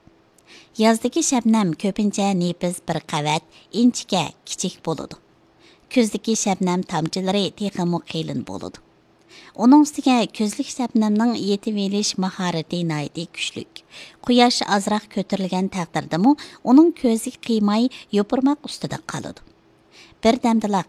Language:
Uyghur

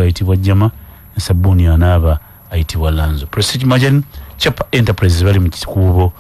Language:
Ganda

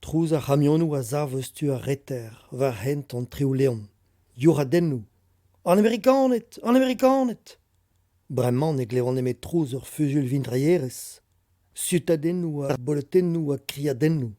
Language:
Breton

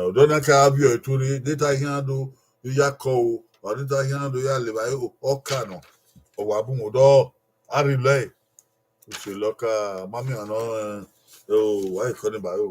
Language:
Bini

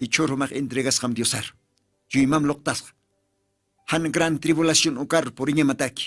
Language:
Aymara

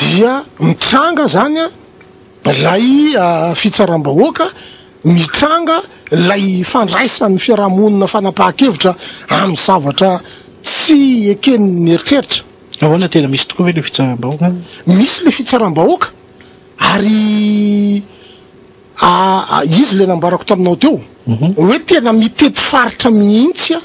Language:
Malagasy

